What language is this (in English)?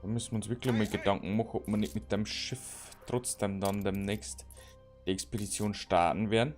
Bavarian